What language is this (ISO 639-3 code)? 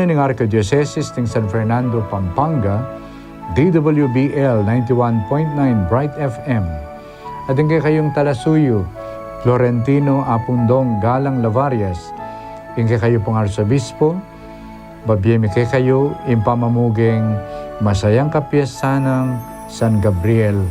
pam